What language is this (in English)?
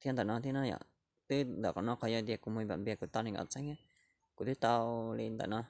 Hmong